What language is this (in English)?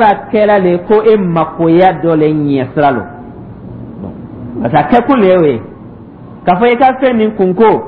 Dyula